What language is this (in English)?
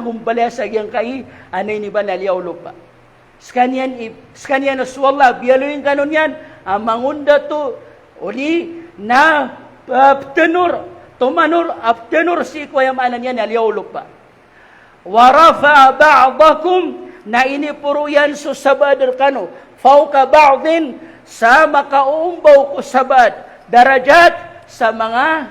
Maranao